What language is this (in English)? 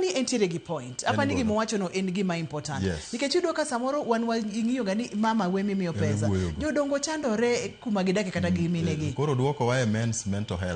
Luo (Kenya and Tanzania)